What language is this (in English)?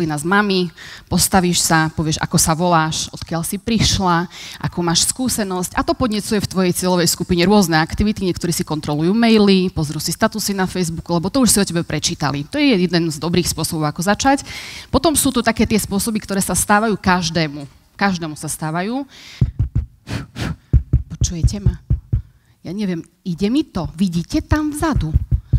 Slovak